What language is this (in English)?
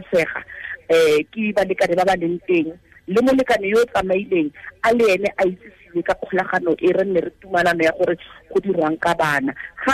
Tswana